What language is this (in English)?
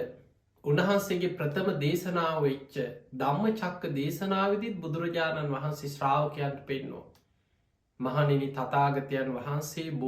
Sinhala